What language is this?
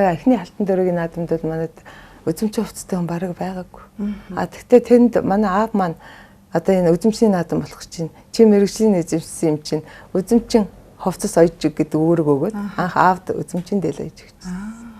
Mongolian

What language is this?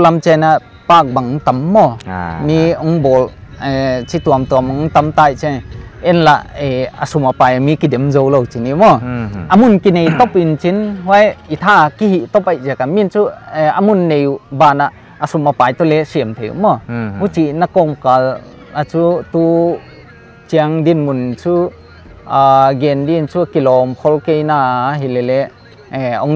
Paite Chin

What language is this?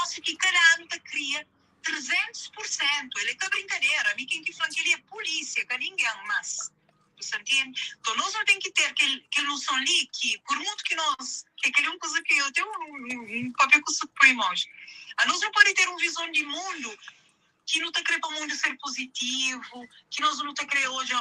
Kabuverdianu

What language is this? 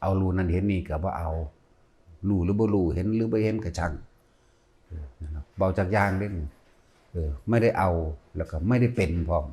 Northeastern Thai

